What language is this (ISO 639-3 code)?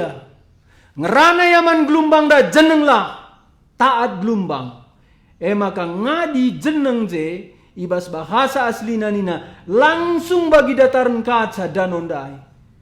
btx